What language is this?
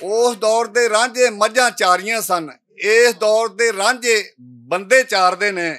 Western Panjabi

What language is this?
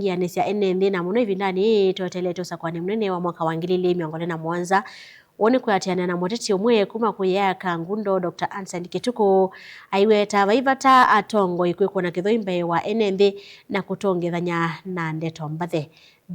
Kamba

